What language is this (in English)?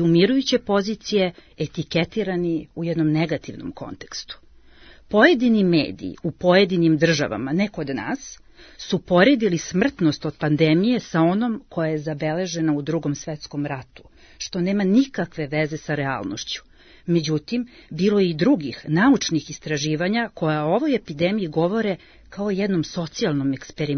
Serbian